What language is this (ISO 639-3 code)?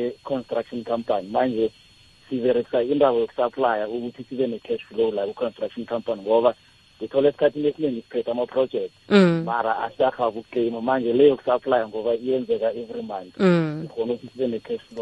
nbl